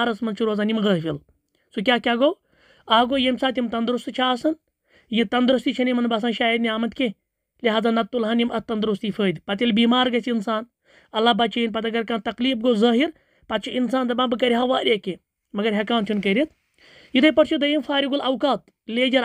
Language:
Kashmiri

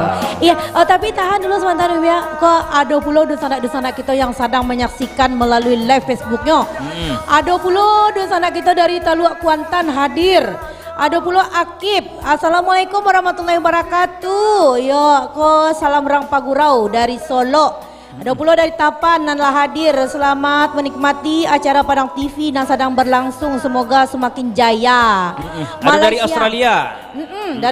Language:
Minangkabau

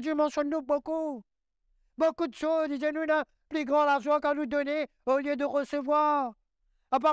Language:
Morisyen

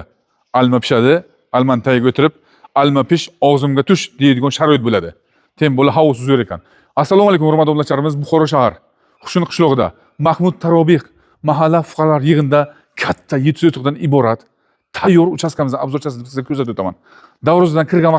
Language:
Uzbek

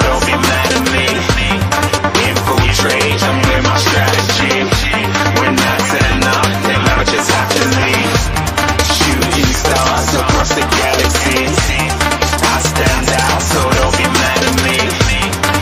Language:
English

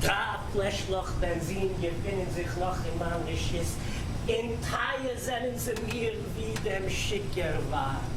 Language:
Yiddish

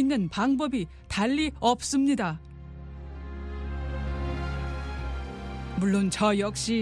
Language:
Korean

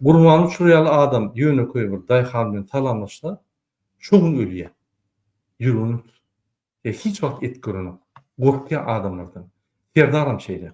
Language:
Turkmen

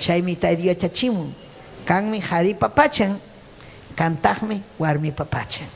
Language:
Ayacucho Quechua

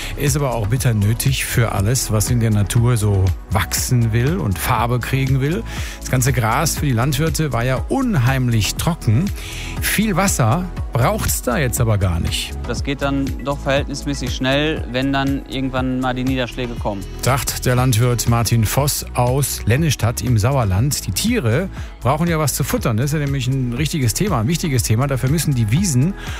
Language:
German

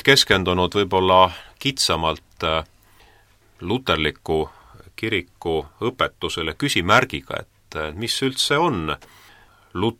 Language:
Estonian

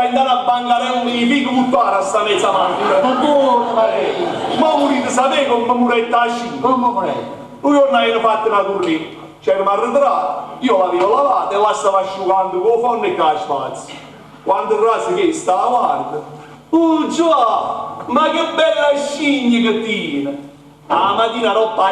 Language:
Neapolitan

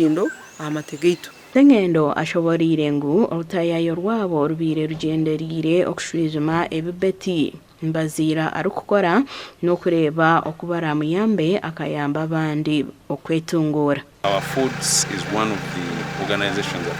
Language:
Nyankole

